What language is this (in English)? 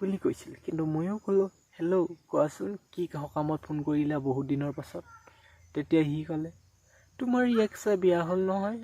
Assamese